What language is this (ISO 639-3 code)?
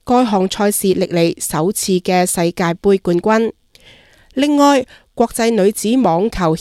yue